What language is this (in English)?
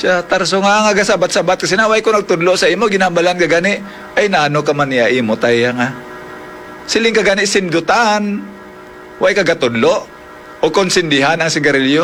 Hiligaynon